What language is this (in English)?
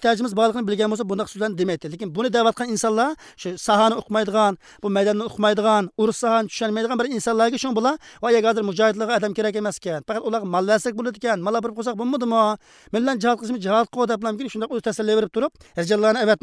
Uyghur